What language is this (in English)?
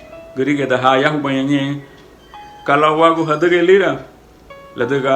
Garifuna